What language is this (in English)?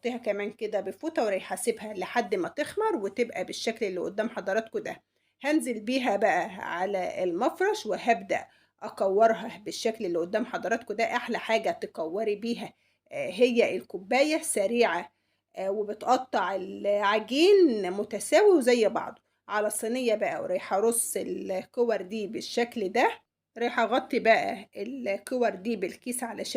Egyptian Arabic